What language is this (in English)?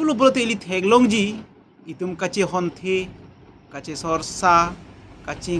Karbi